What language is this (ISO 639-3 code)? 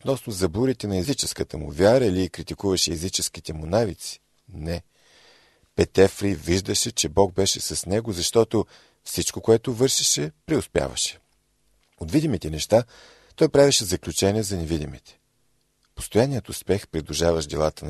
bul